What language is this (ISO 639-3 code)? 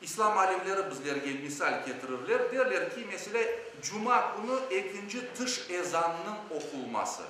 crh